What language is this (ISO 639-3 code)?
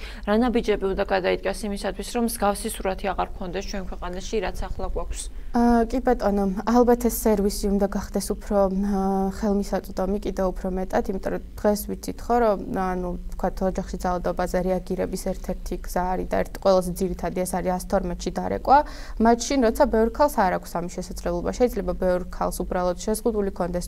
kat